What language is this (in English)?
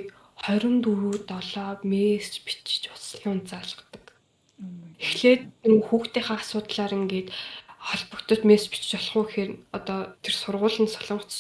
Mongolian